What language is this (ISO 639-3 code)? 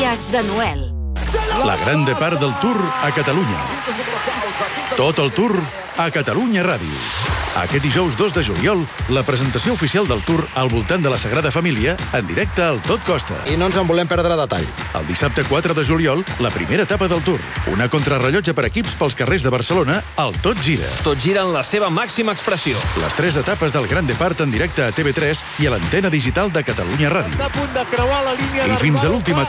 cat